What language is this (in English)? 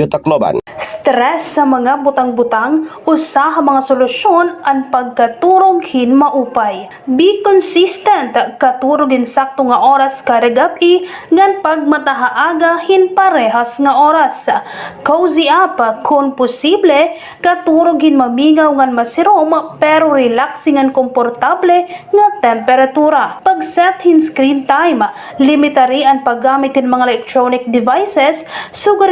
Waray